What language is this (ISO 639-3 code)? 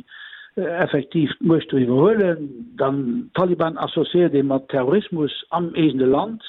ltz